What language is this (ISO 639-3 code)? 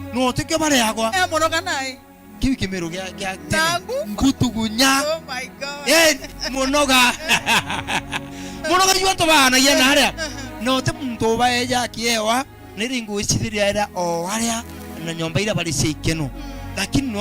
mer